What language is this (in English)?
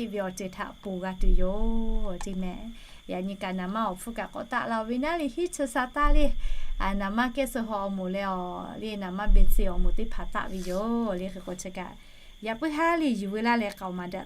Lahu